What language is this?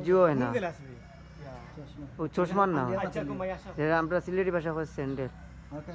Sylheti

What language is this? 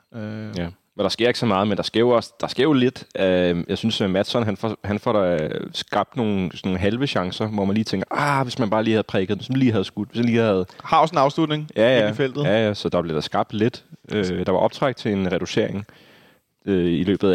Danish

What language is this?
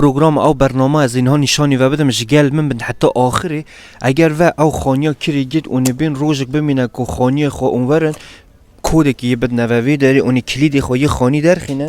Kurdish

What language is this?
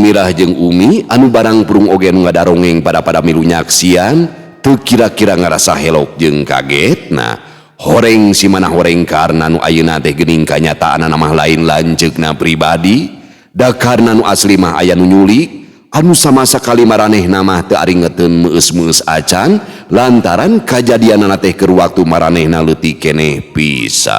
Sundanese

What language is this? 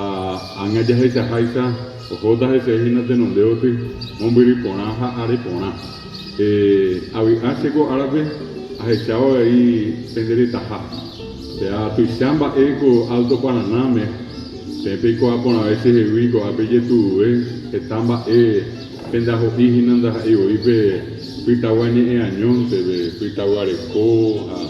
Guarani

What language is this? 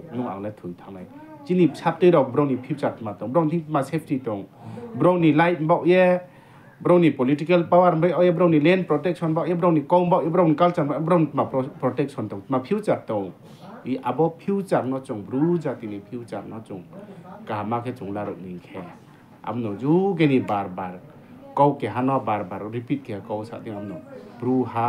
Riang (India)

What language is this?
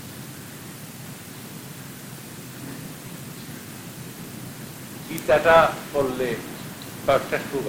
Bangla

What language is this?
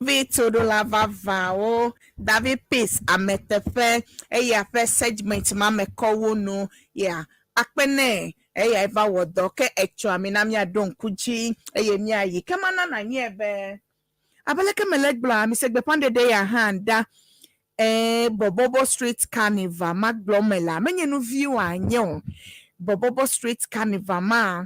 Ewe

